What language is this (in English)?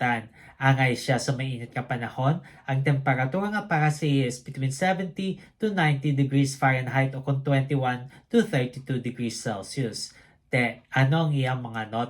Hiligaynon